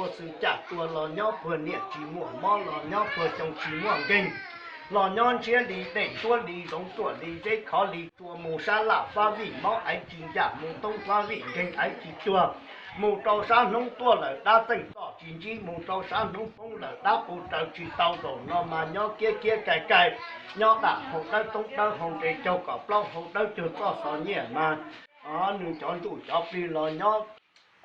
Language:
Hmong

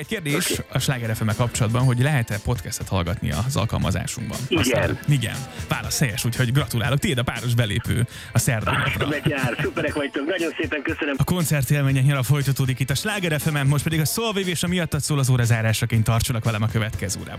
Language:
Hungarian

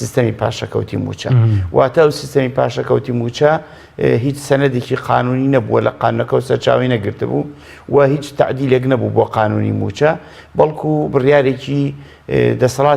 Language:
Central Kurdish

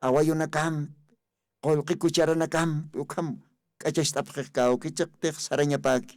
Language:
Aymara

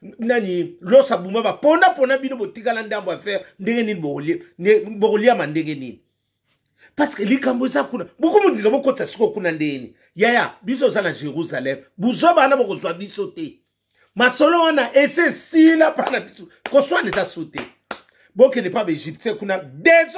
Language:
Lingala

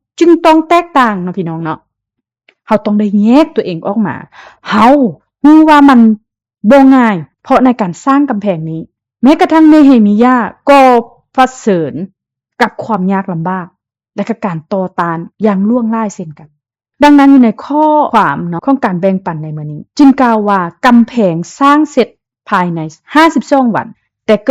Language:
Lao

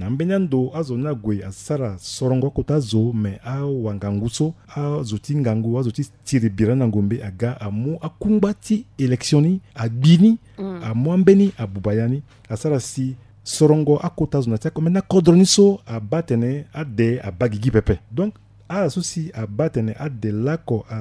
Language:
Sango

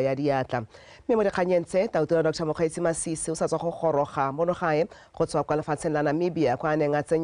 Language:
Tswana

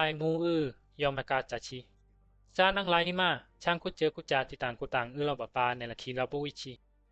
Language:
Bisu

